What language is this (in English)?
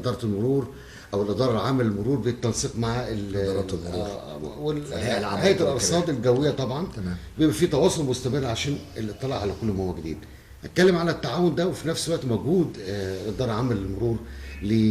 Egyptian Arabic